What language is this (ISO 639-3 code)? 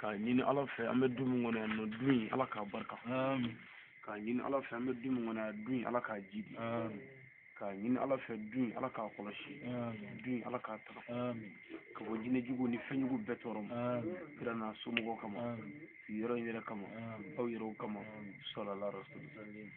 bam